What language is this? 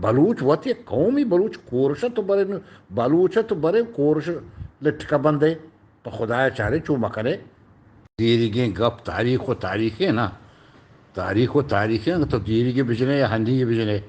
Eastern Balochi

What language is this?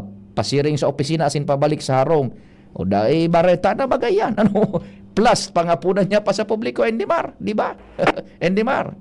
Bikol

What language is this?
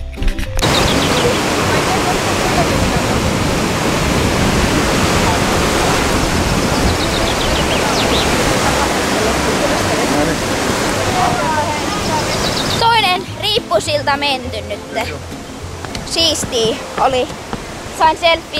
Finnish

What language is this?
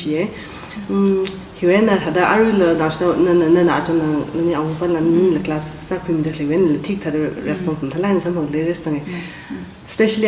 Tangkhul Naga (India)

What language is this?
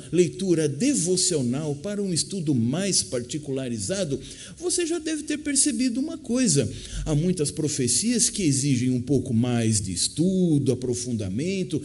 Portuguese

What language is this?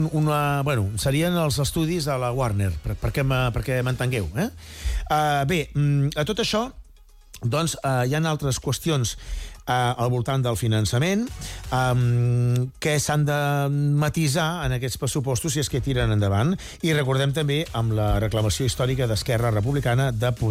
Catalan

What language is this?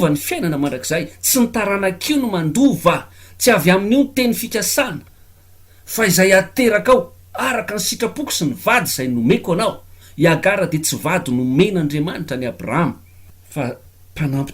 Malagasy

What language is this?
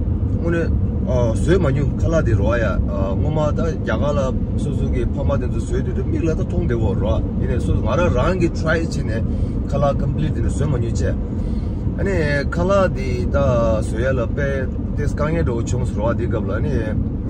Tibetan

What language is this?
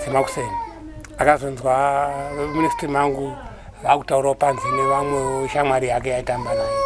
Shona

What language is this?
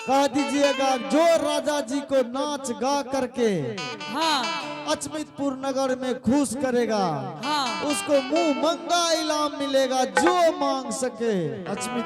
Angika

